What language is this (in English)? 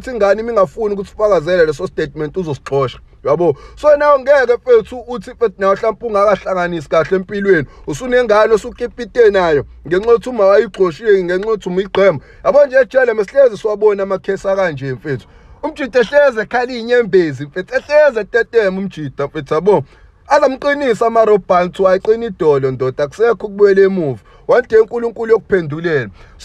Zulu